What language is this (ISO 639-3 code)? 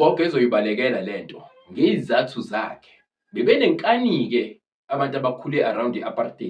zul